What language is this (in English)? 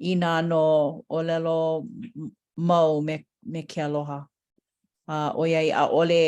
Hawaiian